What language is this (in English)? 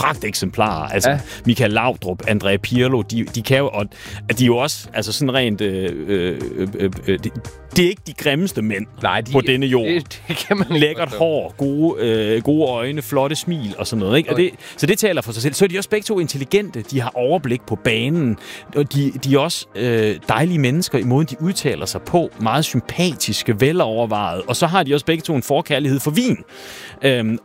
Danish